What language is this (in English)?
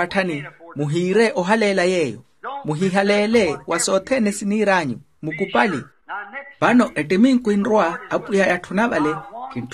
Makhuwa